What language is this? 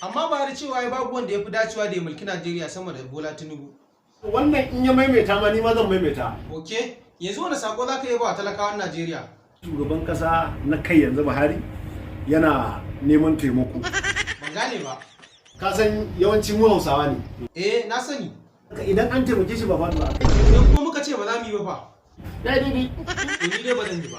Hausa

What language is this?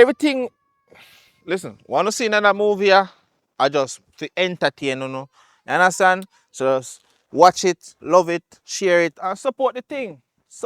Jamaican Creole English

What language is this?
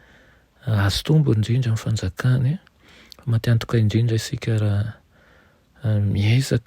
Malagasy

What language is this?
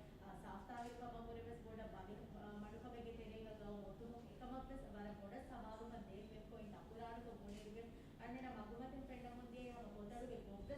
Divehi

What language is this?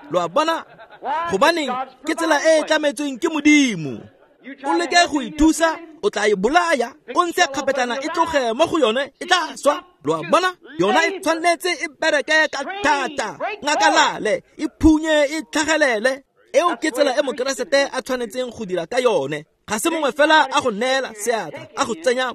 Tswana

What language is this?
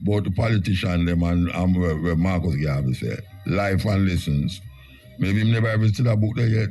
Jamaican Creole English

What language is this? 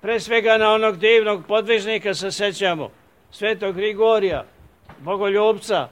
Serbian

